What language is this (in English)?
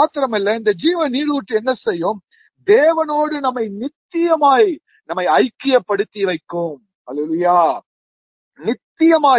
Tamil